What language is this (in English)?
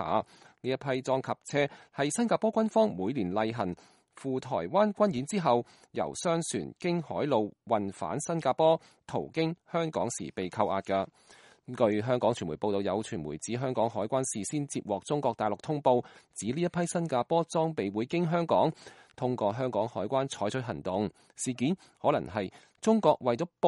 Cantonese